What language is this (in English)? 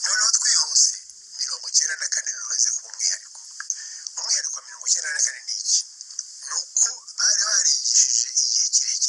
Kinyarwanda